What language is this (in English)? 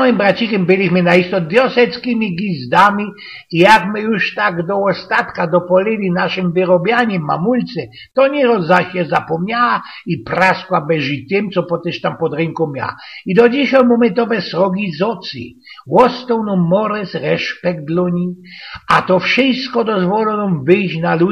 Silesian